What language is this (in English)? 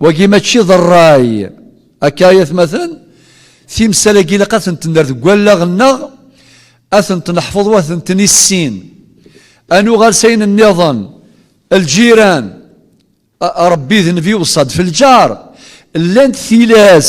Kabyle